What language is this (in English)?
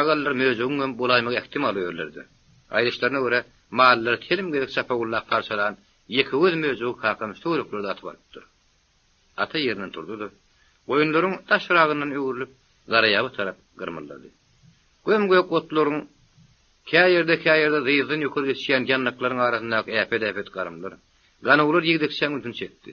Turkmen